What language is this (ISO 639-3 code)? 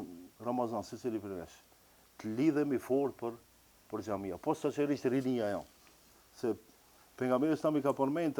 sqi